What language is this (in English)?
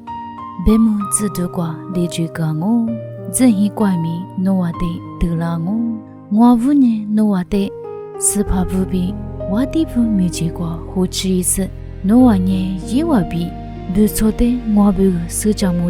Lisu